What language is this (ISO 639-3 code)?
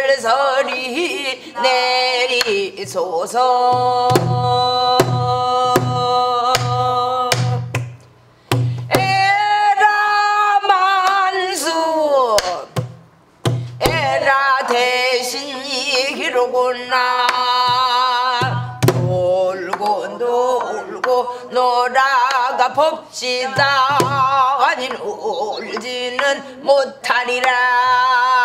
kor